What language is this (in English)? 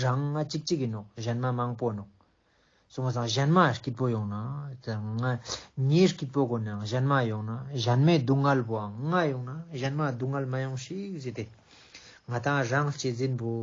Ladakhi